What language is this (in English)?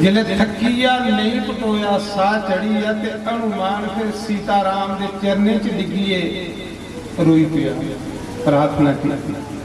Dogri